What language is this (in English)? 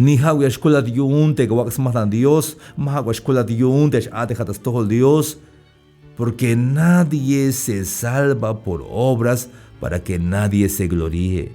Tzeltal